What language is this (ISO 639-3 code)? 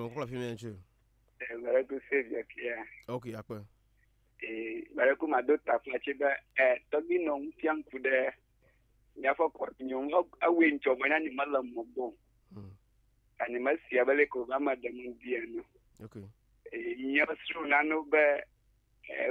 ewe